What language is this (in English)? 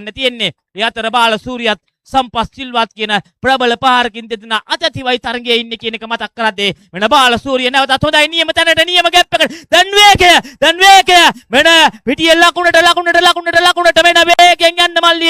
Sinhala